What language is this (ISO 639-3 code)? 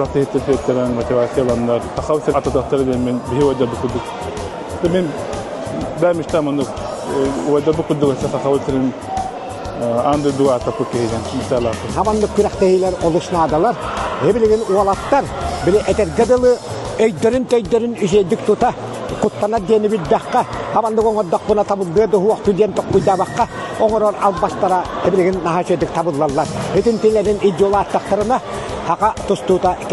sah